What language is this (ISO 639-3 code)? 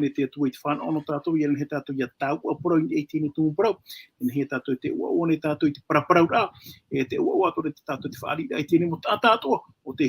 tah